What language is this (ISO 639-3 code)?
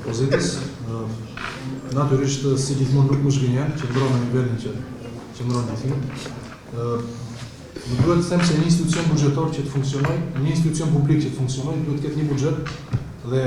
sqi